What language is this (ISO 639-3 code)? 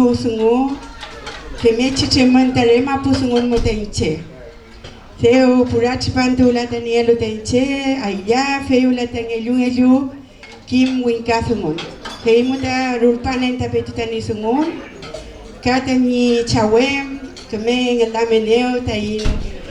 arn